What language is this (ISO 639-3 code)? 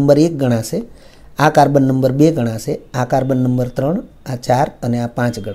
guj